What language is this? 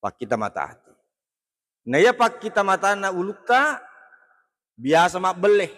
Buginese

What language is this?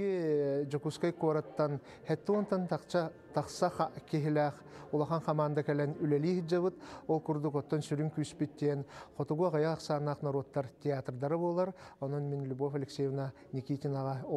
Yakut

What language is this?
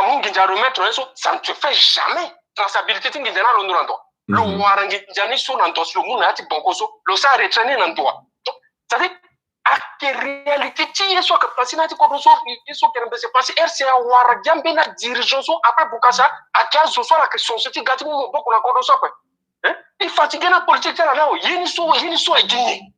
Sango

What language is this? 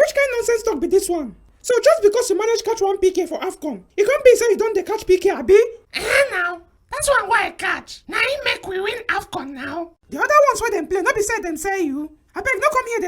Nigerian Pidgin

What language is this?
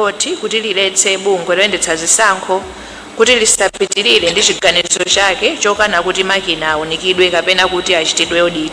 Nyanja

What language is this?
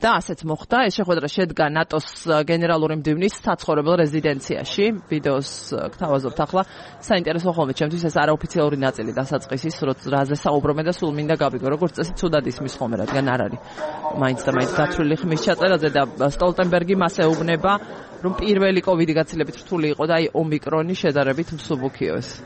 Georgian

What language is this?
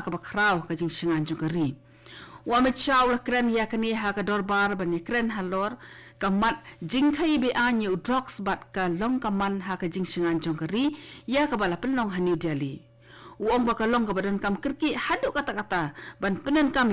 Khasi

